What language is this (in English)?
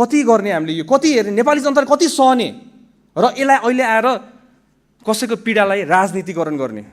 Nepali